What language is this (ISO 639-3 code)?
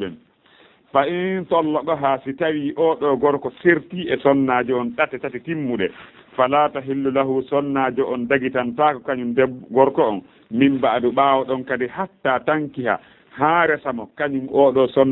ful